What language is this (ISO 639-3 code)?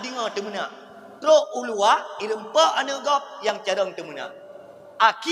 ace